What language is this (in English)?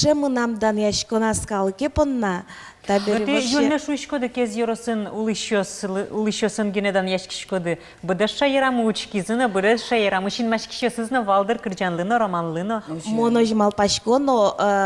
Udmurt